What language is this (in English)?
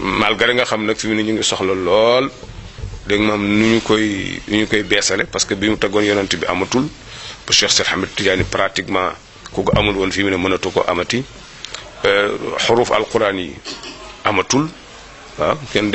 Wolof